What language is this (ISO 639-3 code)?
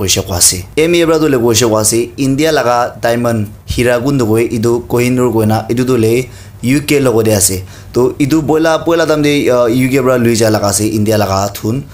nag